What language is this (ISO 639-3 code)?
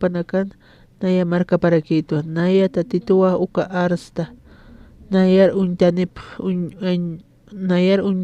aym